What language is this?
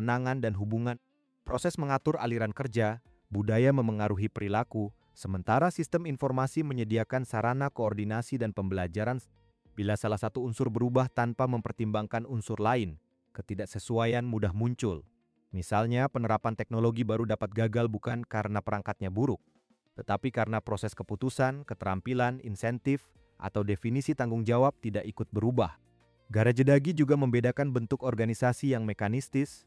Indonesian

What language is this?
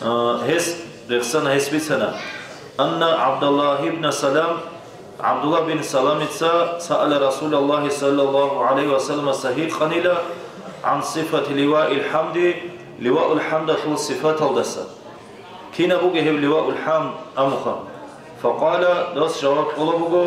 Avaric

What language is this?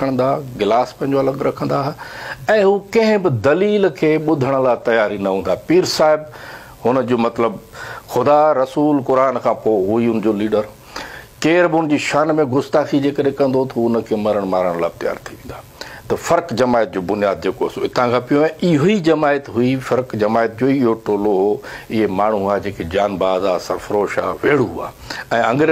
Sindhi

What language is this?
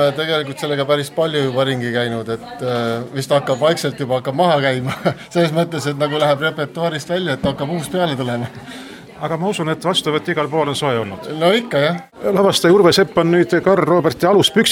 Estonian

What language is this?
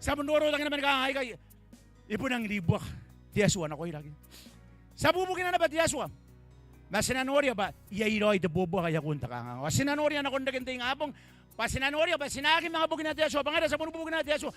Gilbertese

